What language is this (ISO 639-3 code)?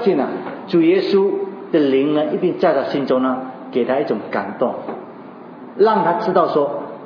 zho